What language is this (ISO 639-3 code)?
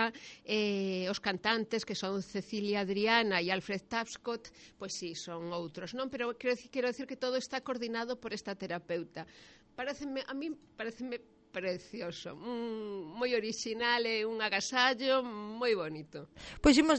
glg